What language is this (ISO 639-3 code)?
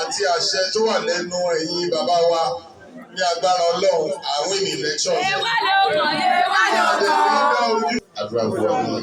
yor